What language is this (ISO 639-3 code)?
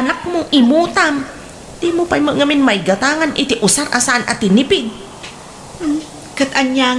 ilo